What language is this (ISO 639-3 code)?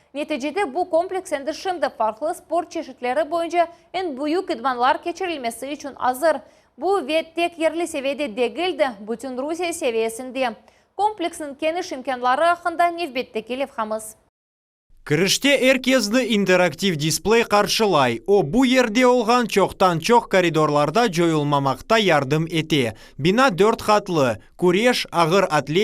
crh